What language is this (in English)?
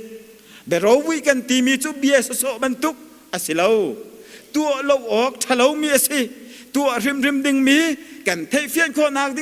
Hakha Chin